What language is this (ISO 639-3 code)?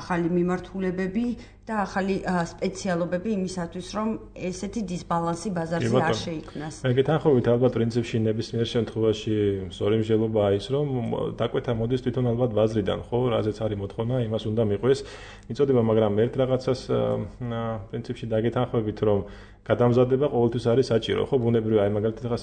kat